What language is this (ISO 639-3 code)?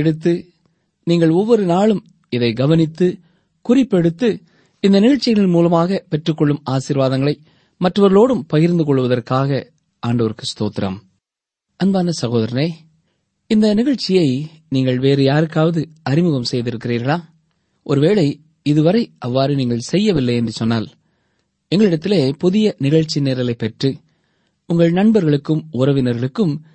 tam